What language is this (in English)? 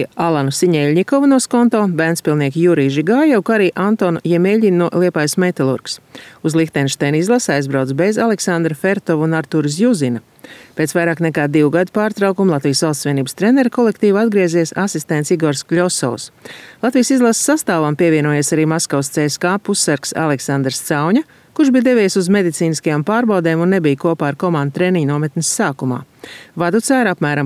Latvian